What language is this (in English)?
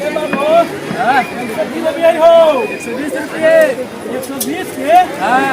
Magahi